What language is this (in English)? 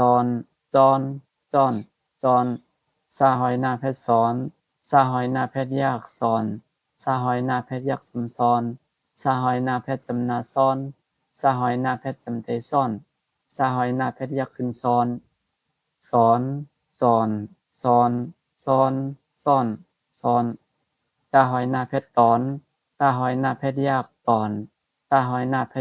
Shan